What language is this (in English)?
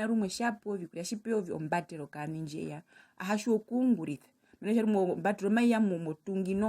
Herero